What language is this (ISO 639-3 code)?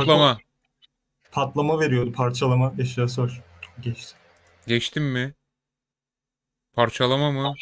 tur